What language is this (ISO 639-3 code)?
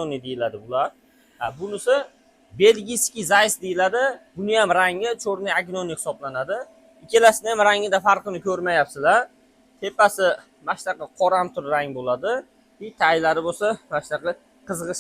uzb